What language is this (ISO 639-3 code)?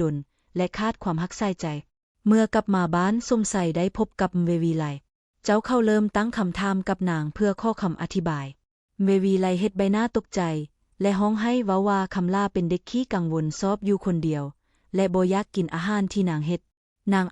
lao